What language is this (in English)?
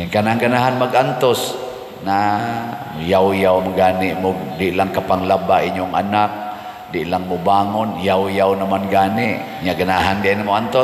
Cebuano